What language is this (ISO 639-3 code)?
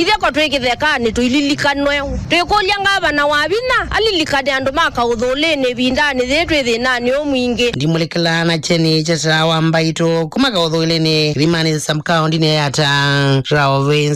kam